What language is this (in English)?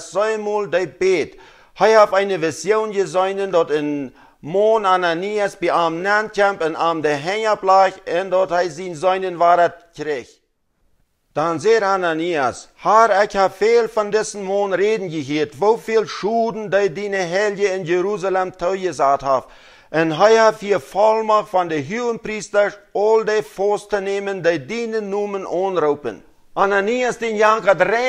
Plautdietsch